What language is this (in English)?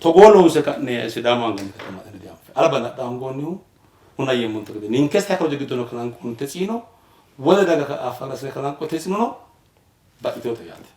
Sidamo